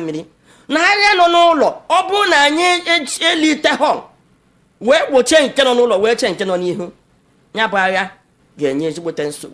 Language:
Igbo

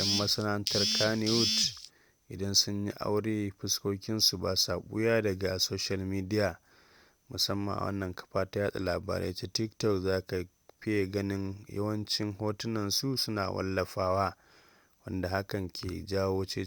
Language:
Hausa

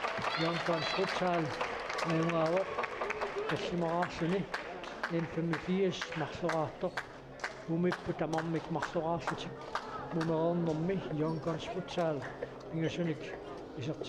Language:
Kalaallisut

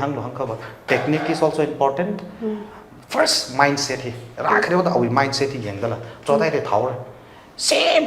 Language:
Tangkhul Naga (India)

